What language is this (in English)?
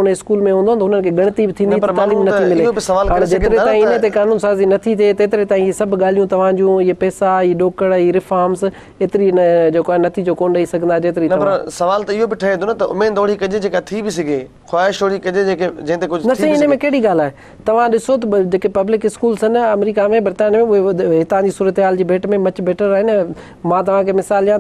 Sindhi